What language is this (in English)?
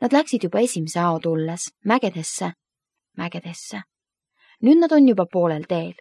Estonian